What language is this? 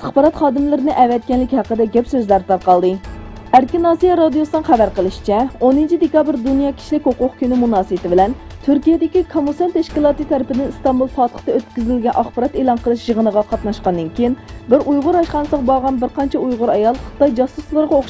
Uyghur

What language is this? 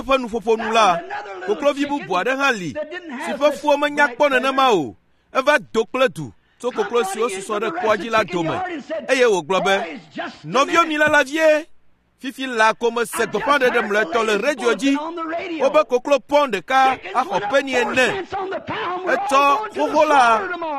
Ewe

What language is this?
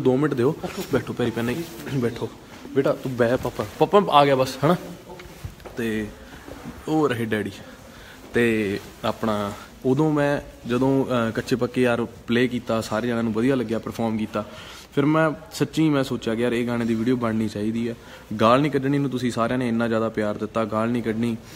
Punjabi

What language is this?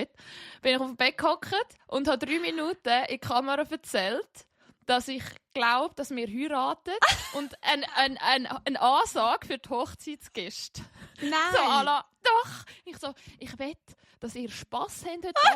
Swiss German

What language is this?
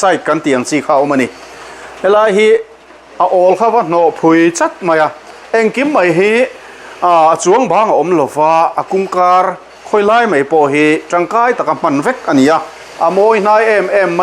Mizo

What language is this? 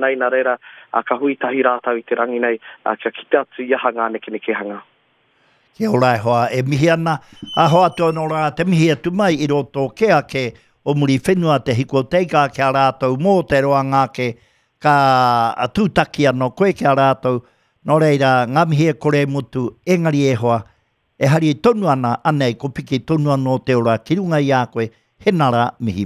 Māori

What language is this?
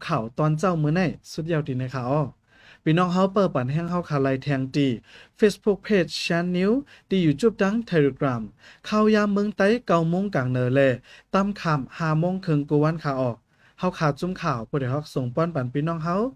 Shan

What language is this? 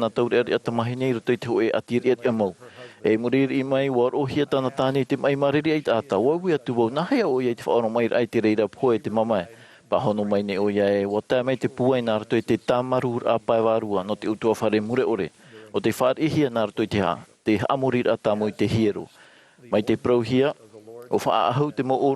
Tahitian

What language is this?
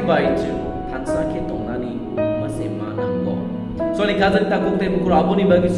Kok Borok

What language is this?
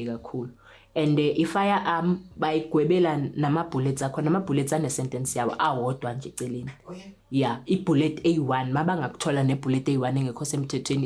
Zulu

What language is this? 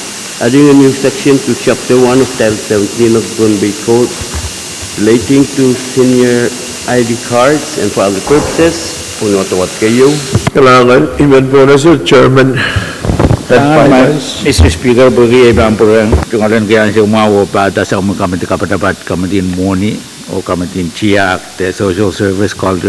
Pohnpeian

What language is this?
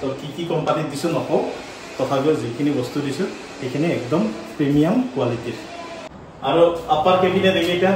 Assamese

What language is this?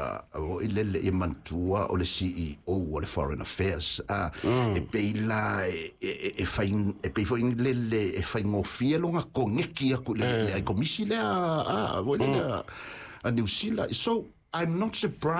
Samoan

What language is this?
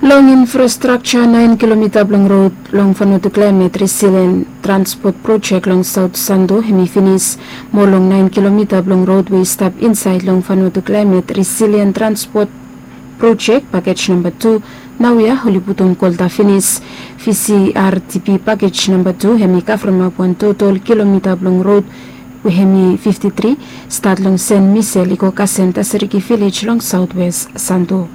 Bislama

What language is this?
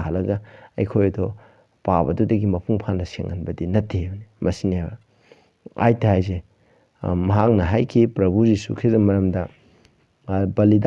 Manipuri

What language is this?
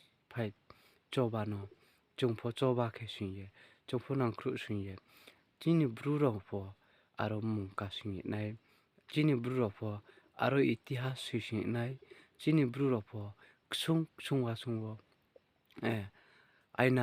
Riang (India)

